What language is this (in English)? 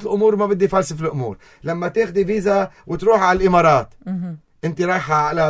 North Levantine Arabic